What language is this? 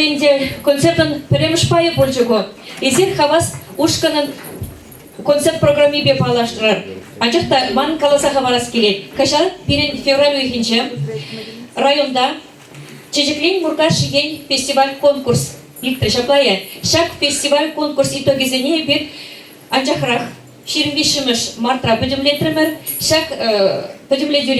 Chuvash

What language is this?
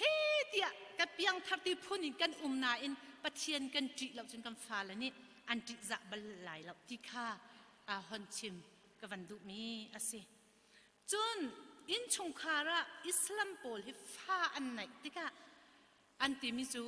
Hakha Chin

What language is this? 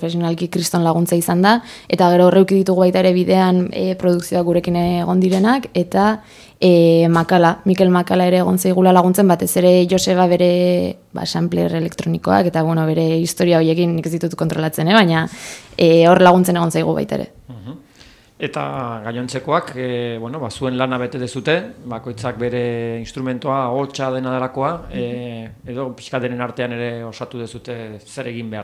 Basque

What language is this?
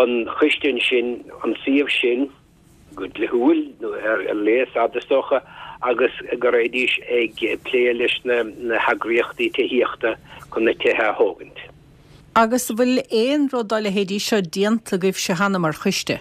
Irish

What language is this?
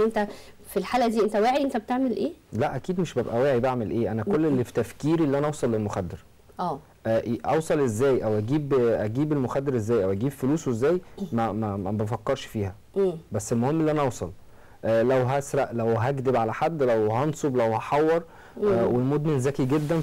Egyptian Arabic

